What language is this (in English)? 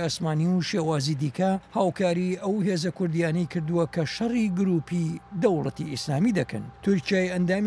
Central Kurdish